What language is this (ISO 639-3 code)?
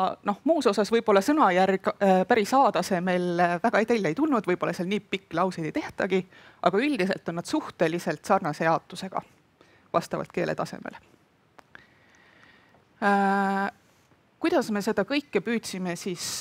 est